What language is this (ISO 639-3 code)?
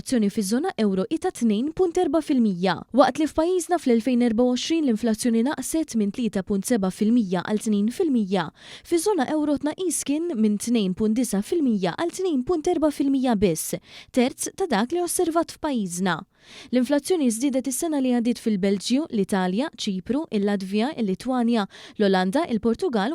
mlt